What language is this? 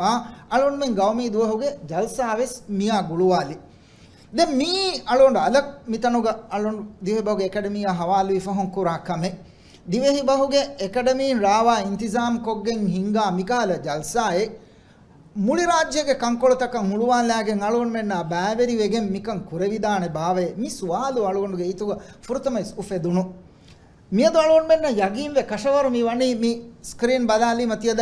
Divehi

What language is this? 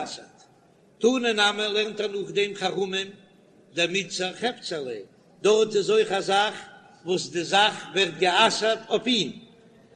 Yiddish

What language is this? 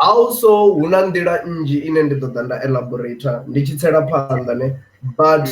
Venda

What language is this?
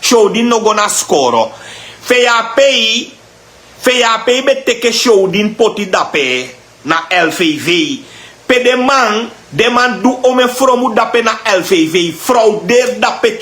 Sranan Tongo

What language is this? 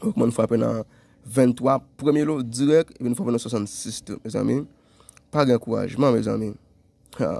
Haitian Creole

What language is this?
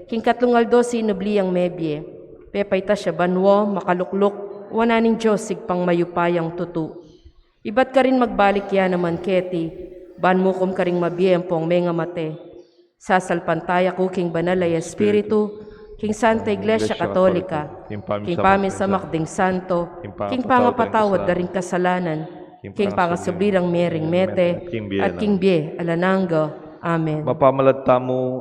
Pampanga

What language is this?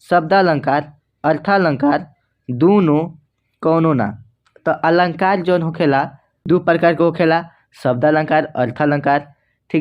Bhojpuri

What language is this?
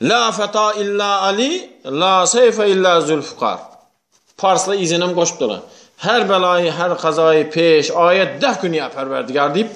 Turkmen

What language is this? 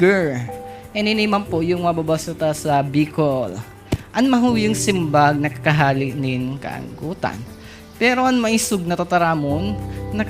Bikol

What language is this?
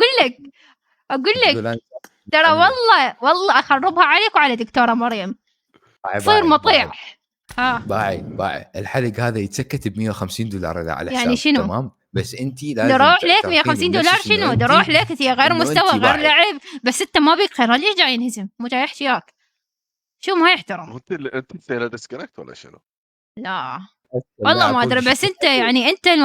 Mesopotamian Arabic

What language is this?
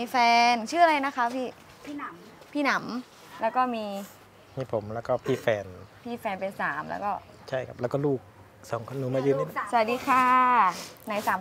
Thai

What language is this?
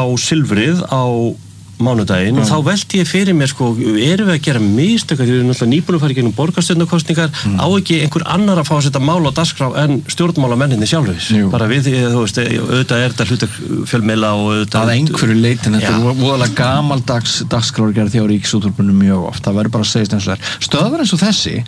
Icelandic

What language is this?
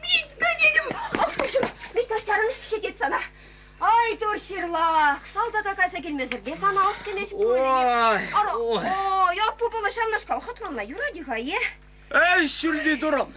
Chuvash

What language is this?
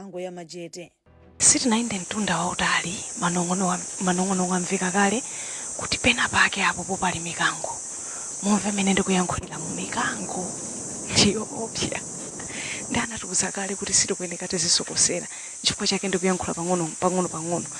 Nyanja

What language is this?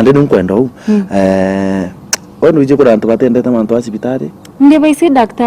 Meru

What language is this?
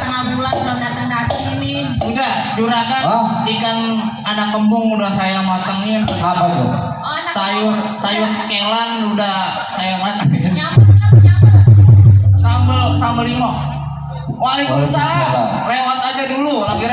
Betawi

